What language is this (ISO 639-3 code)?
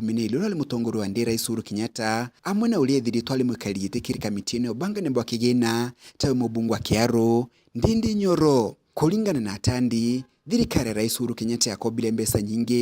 mer